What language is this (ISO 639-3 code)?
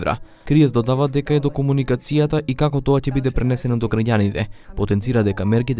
mkd